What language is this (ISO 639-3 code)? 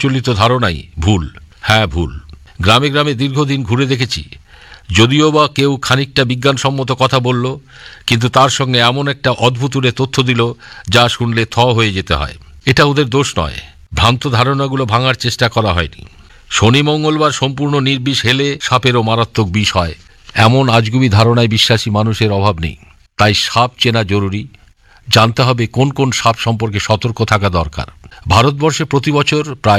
ben